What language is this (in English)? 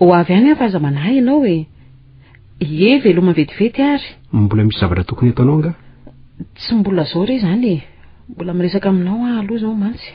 Malagasy